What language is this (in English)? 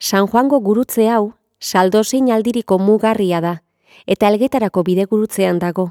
Basque